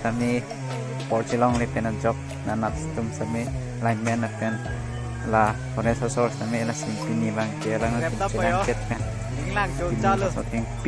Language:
Karbi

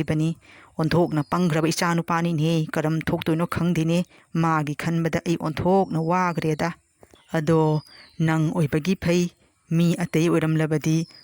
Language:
Manipuri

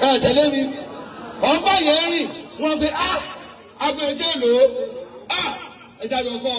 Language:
Yoruba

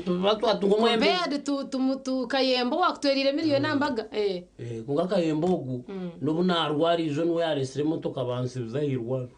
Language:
Nyankole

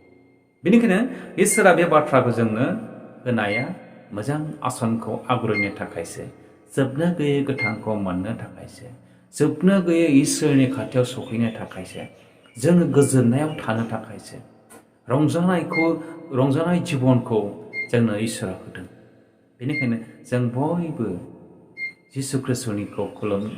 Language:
Bodo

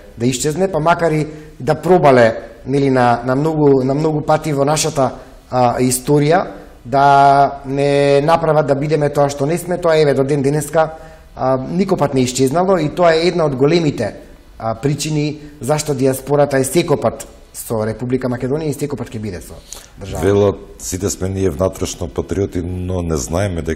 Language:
Macedonian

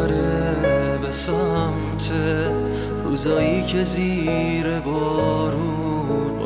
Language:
Persian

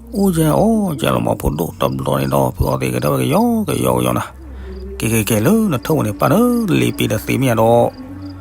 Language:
S'gaw Karen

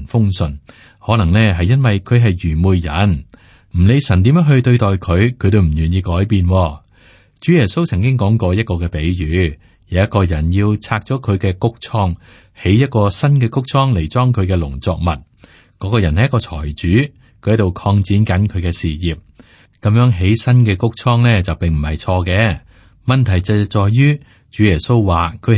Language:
Cantonese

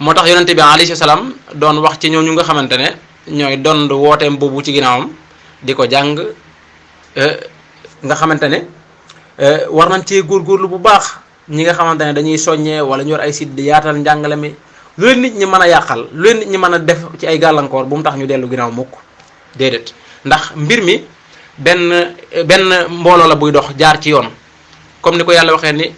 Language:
Wolof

